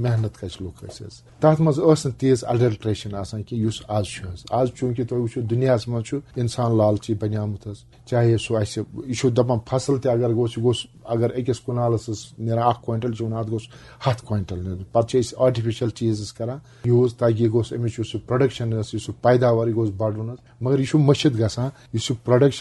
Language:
Kashmiri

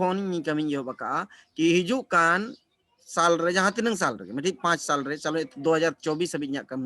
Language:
Santali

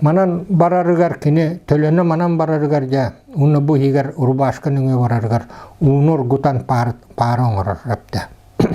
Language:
Yakut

